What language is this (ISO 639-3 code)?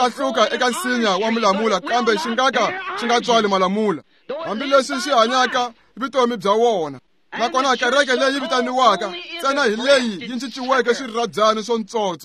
tso